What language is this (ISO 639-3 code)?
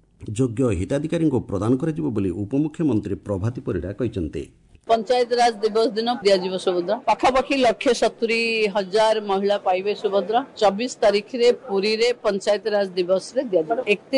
ori